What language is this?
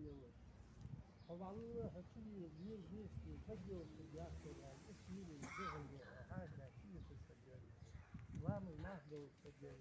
Ingush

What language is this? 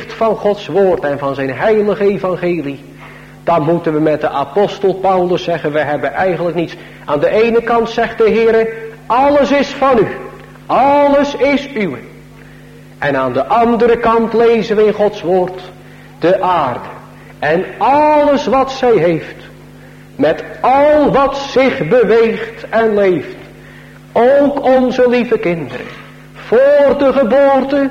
Dutch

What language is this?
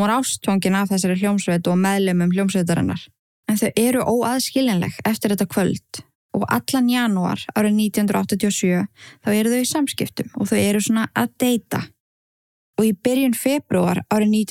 Icelandic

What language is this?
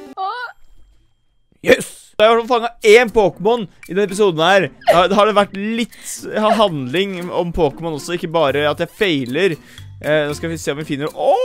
Norwegian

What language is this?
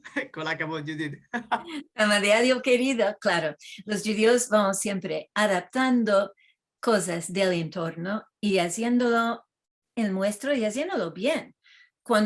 Ladino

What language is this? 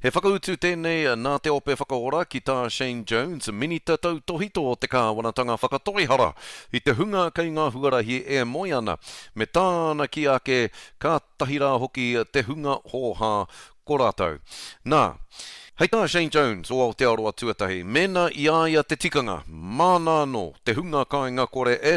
Māori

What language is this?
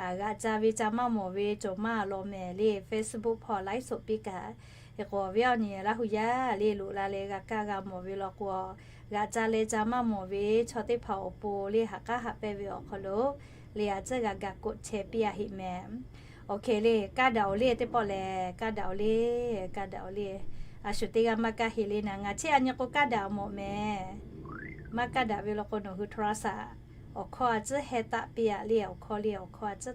Lahu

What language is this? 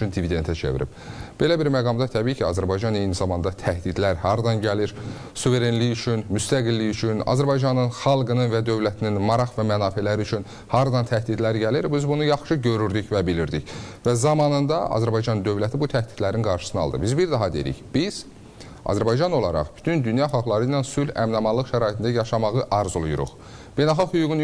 Azerbaijani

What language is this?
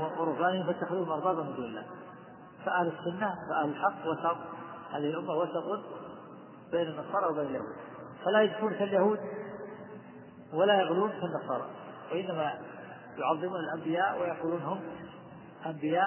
Arabic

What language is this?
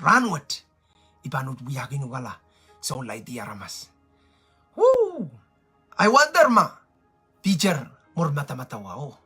Pohnpeian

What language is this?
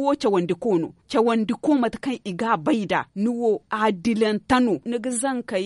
Zarma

